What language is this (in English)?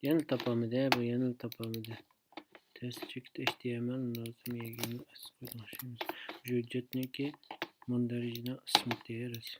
Uyghur